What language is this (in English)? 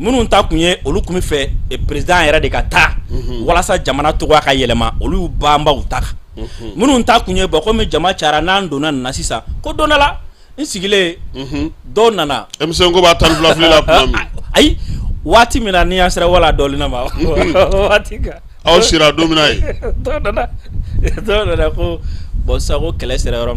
Bambara